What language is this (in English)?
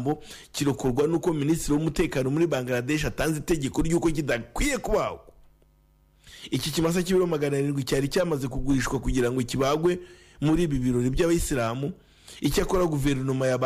Kinyarwanda